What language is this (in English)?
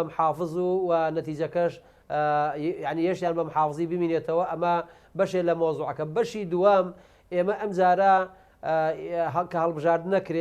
Central Kurdish